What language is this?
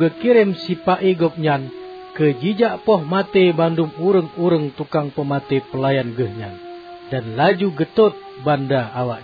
Achinese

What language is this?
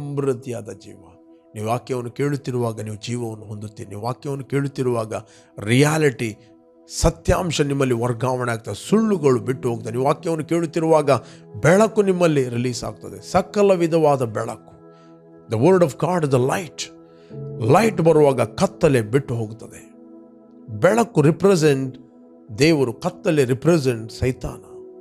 Kannada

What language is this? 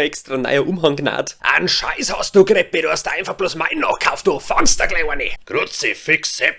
Bavarian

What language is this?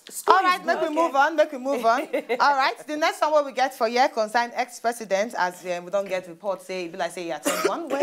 Nigerian Pidgin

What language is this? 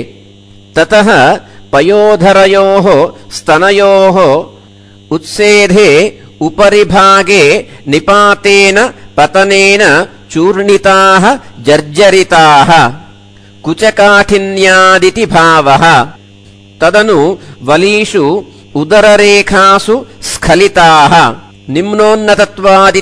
Sanskrit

